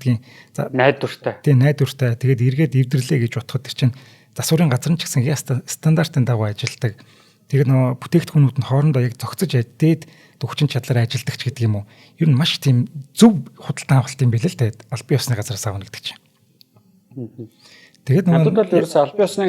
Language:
Mongolian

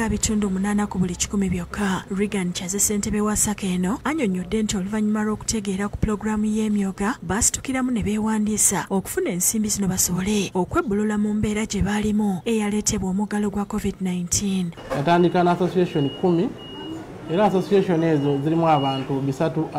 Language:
Ganda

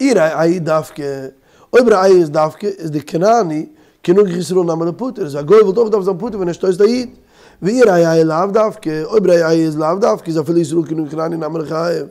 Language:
Yiddish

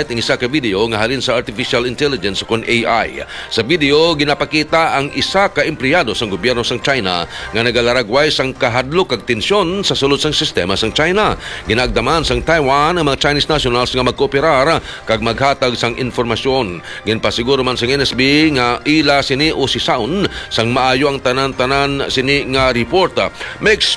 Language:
Hiligaynon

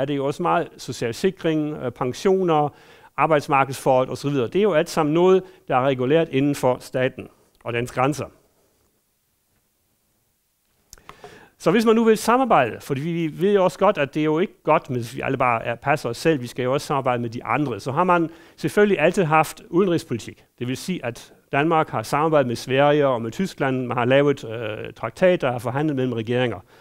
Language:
Danish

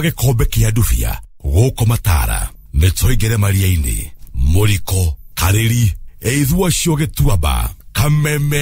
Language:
Kikuyu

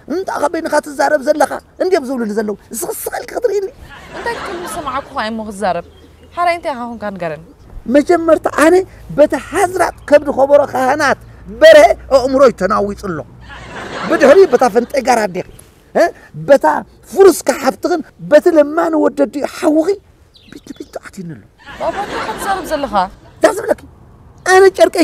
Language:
Tigrinya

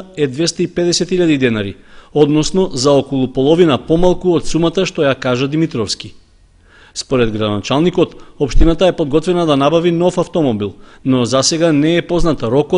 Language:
Macedonian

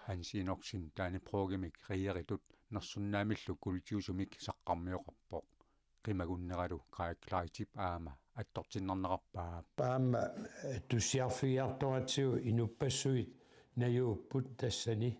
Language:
Kalaallisut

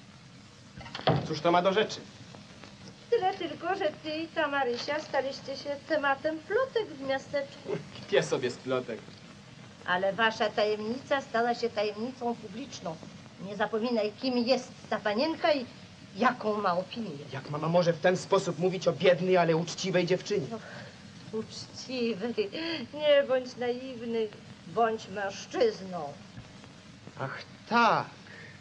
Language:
Polish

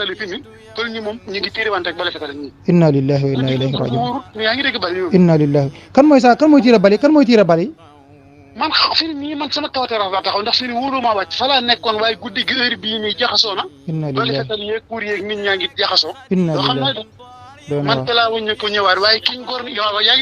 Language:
Wolof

